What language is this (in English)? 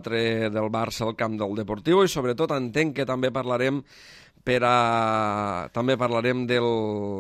Catalan